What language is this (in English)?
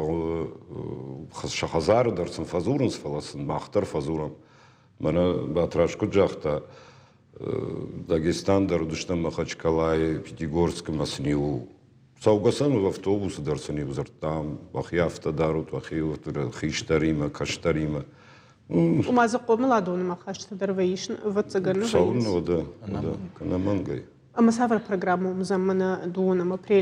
Ossetic